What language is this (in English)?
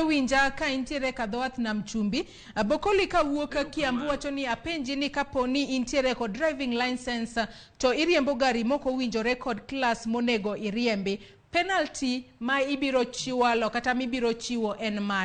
Luo (Kenya and Tanzania)